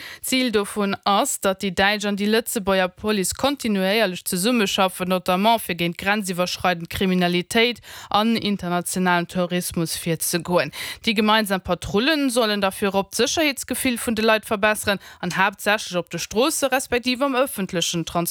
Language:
Luxembourgish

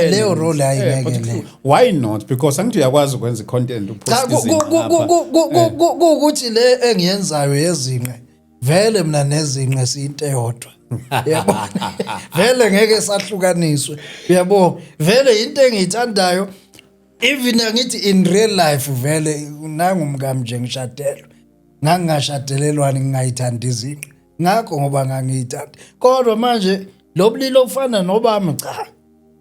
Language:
Zulu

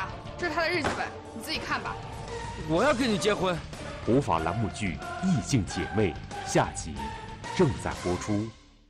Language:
Chinese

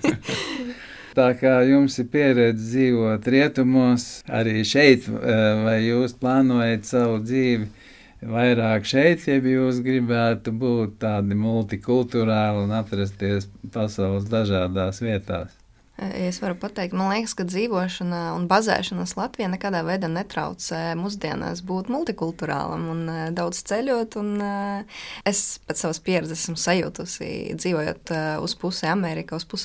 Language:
Latvian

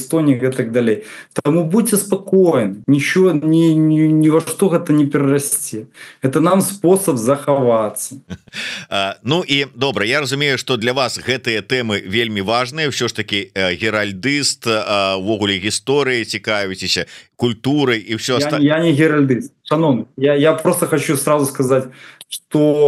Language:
Belarusian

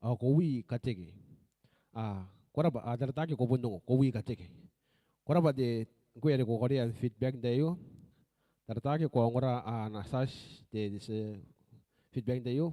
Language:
Gilbertese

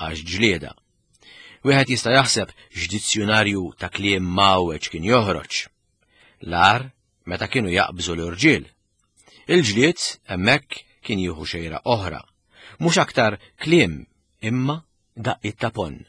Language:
Maltese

